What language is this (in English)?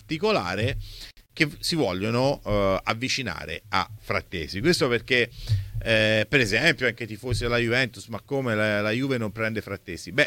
Italian